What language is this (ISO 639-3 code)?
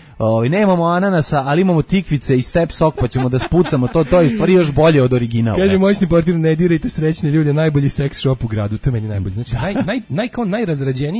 srp